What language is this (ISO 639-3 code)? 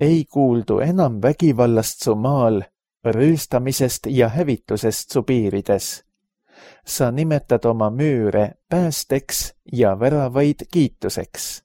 est